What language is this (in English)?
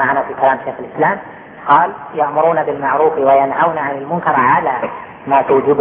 Arabic